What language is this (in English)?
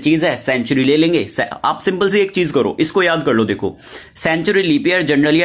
Hindi